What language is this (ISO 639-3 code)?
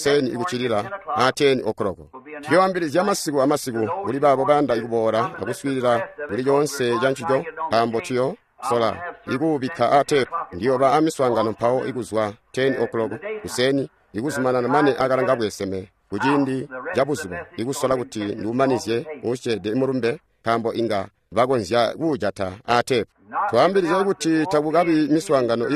toi